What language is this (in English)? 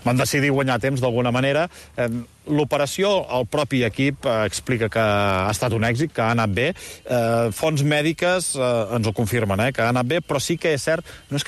Catalan